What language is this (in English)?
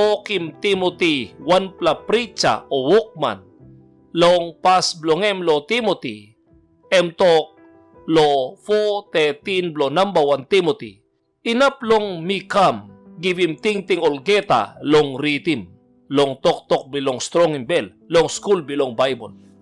Tok Pisin